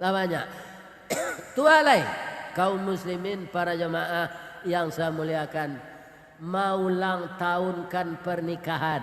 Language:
Minangkabau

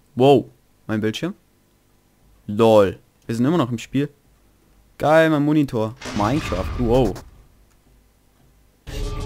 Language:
German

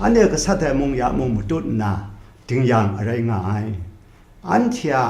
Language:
Kachin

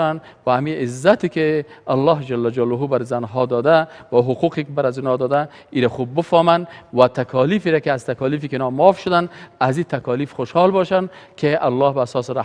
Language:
Persian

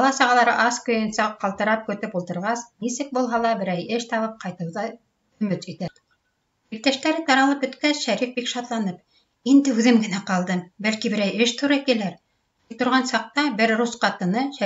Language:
Bashkir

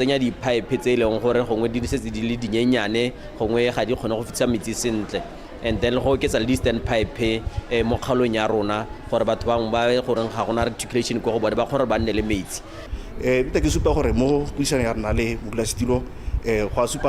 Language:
Tswana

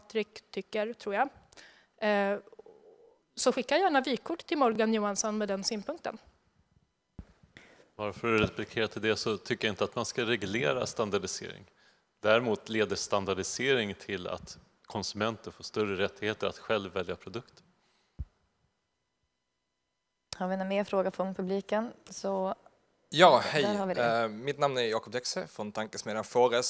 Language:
Swedish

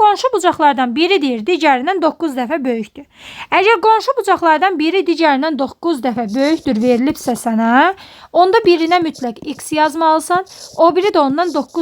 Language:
Azerbaijani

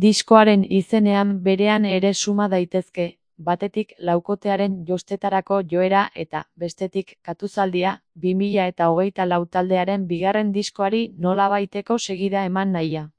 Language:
Basque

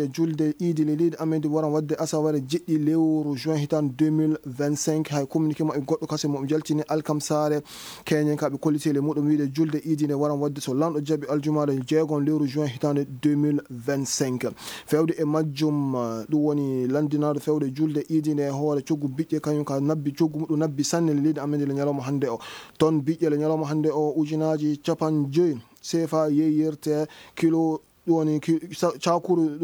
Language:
Fula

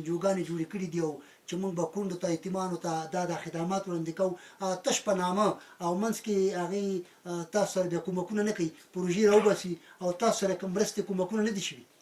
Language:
Pashto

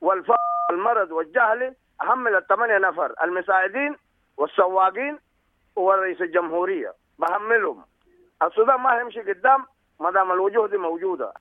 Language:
Sudanese Arabic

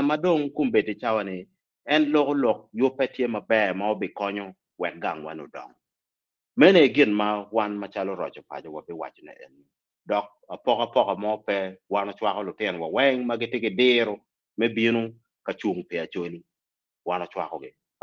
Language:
Acoli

